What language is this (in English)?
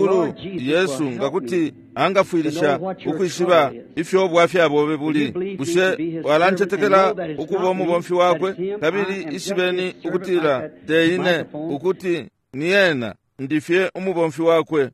Bemba